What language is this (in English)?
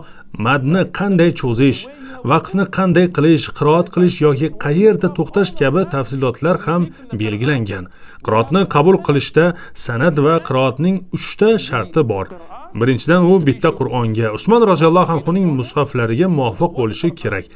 Uzbek